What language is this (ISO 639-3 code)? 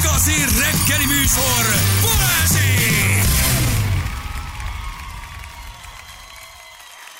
hun